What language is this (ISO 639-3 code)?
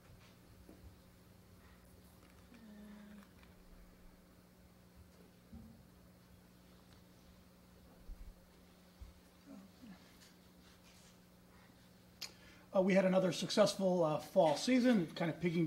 eng